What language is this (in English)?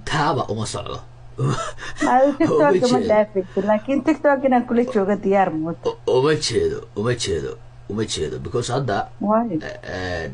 Somali